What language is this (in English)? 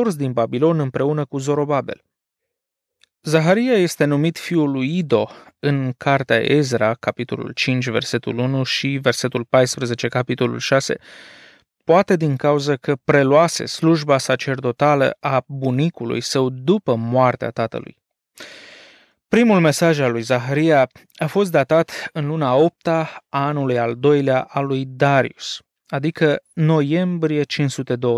Romanian